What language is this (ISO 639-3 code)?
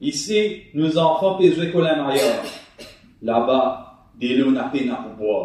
mfe